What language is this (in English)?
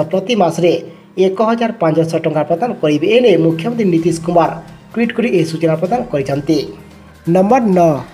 Odia